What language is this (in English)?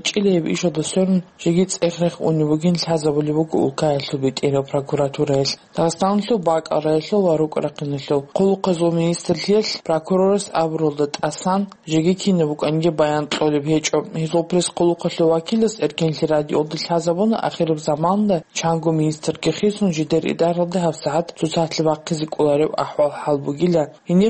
Avaric